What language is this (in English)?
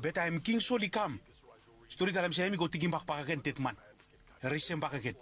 Bislama